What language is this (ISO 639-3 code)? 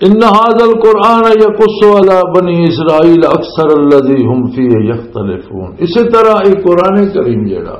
lah